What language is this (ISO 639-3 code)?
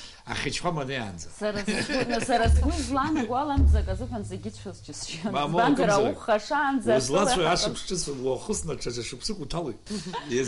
abk